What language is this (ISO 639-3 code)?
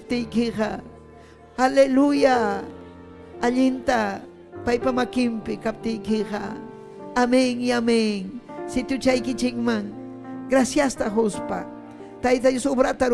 quy